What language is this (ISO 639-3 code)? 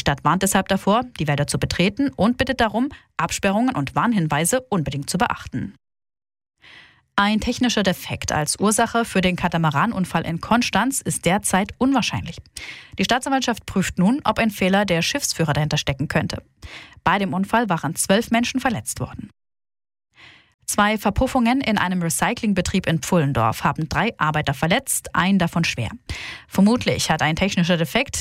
deu